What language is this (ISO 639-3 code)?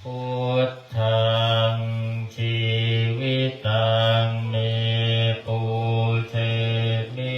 pli